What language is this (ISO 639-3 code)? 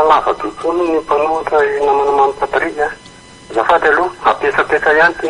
mlg